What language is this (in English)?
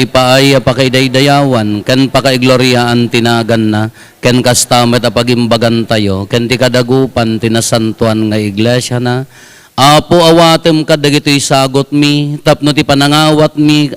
Iloko